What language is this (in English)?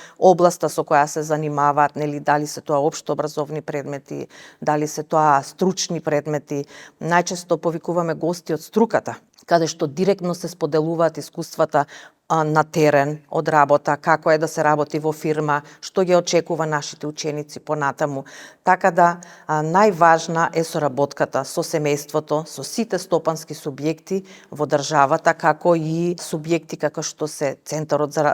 Macedonian